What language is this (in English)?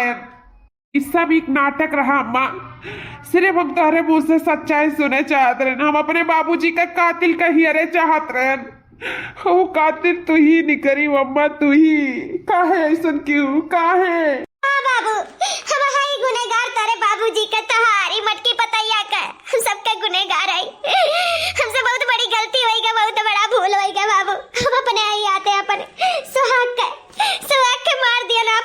Awadhi